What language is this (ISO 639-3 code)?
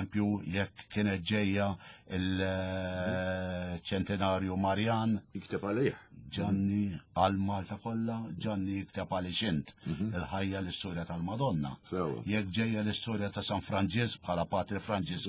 mlt